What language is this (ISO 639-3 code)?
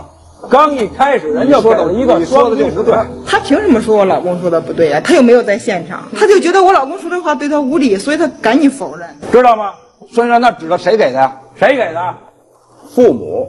zho